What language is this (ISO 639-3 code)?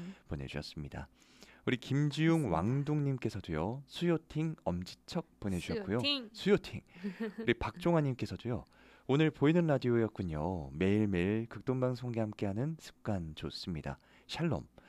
kor